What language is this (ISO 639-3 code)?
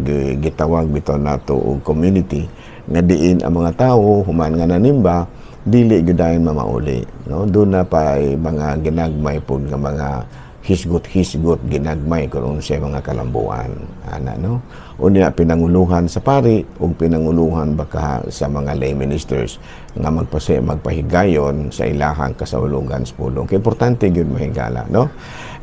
ceb